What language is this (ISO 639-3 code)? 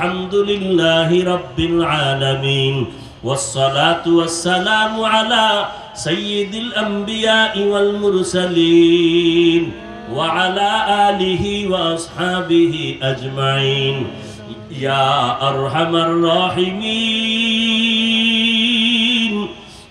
ben